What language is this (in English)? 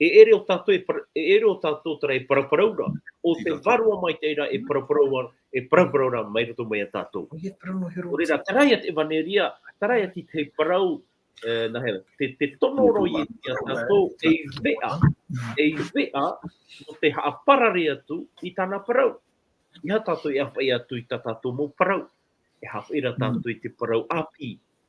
Tahitian